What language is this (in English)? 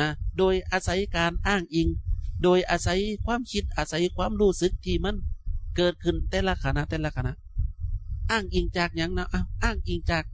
Northeastern Thai